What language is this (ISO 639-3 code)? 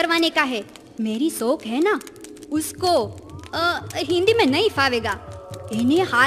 guj